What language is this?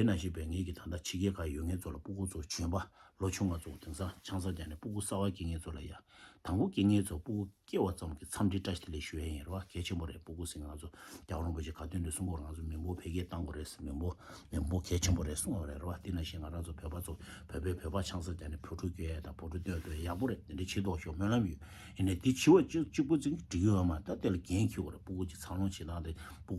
Tibetan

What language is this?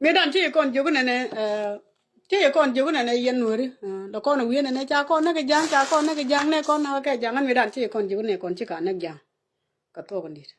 Nuer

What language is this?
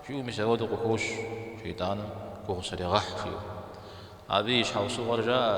Kabardian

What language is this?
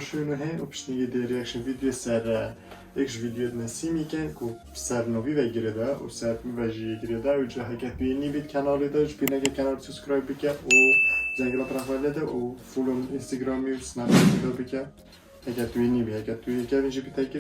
Kurdish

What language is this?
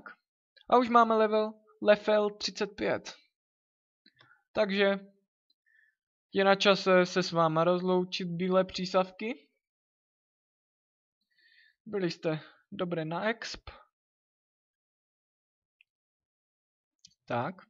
Czech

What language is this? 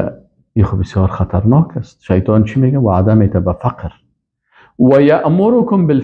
Persian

